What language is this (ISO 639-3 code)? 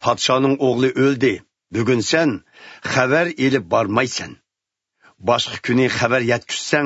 uig